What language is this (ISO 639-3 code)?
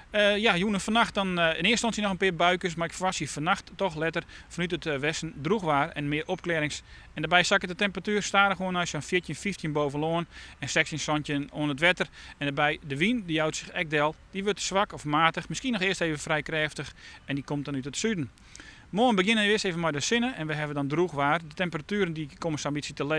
fry